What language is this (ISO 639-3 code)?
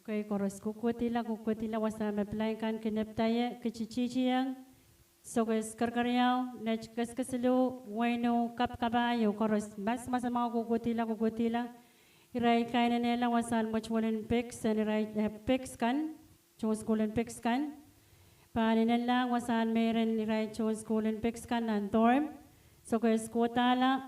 pon